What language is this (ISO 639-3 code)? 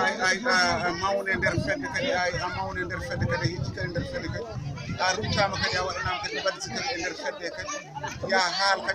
ful